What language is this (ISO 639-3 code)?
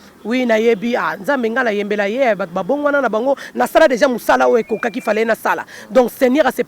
lin